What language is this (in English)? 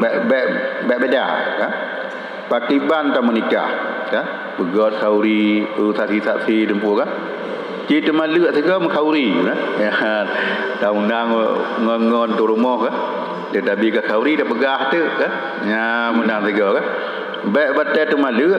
Achinese